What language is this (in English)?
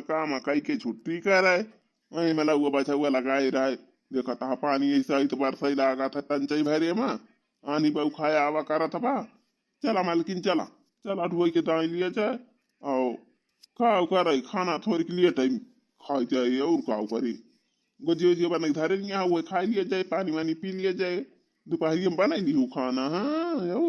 Awadhi